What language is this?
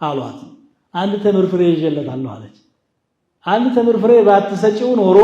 Amharic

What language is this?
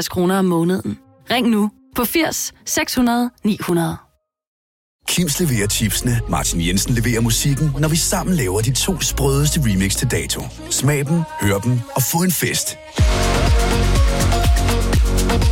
Danish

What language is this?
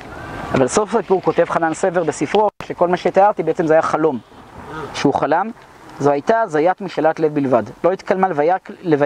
Hebrew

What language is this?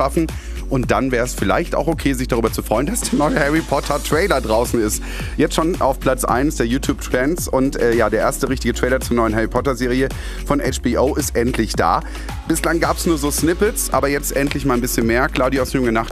German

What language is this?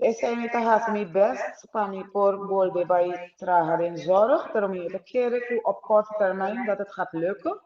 Papiamento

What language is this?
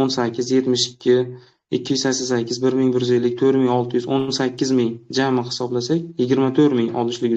Uzbek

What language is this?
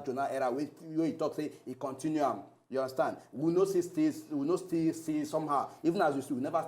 Nigerian Pidgin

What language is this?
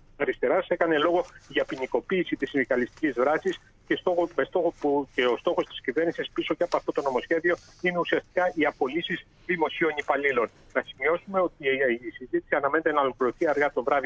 Greek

